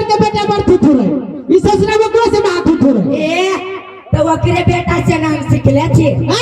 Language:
Maithili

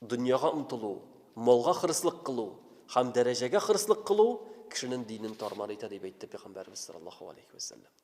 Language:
Tatar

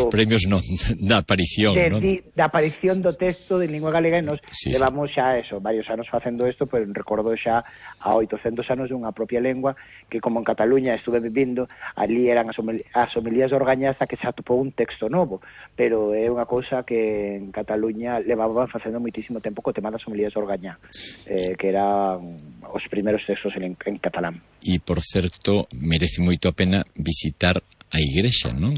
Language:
Galician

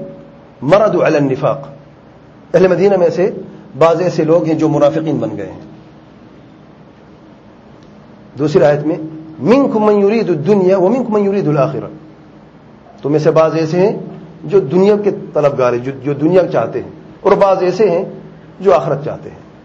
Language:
Urdu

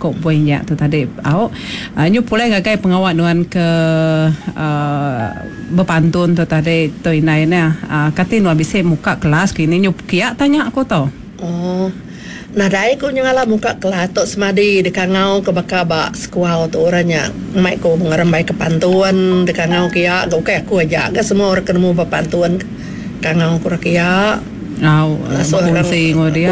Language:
Iban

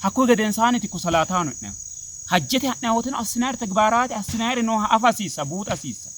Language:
Sidamo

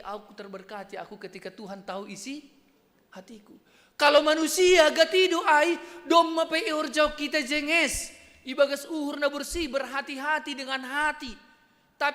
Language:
Batak Simalungun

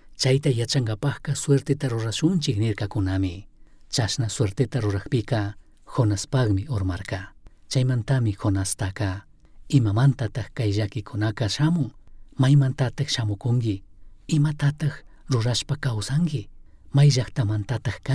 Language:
Chimborazo Highland Quichua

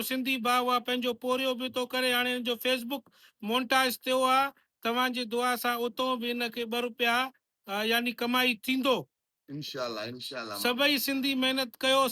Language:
Sindhi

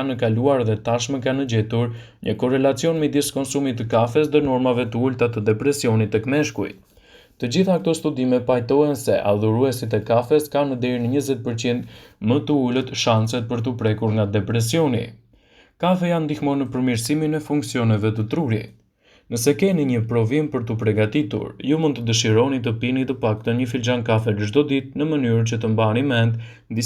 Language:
Albanian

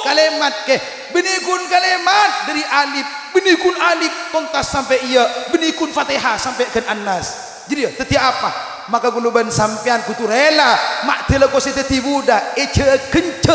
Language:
Madurese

